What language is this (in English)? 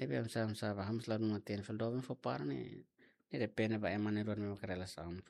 Tetum